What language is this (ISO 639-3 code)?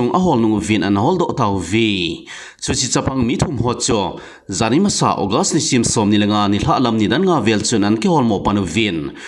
tcz